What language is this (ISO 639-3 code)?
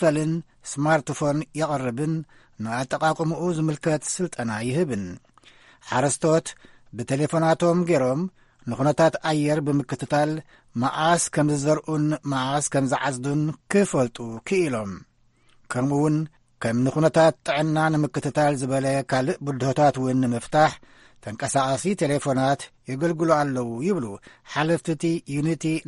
tir